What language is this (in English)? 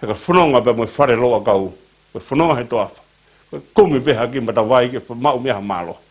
Tongan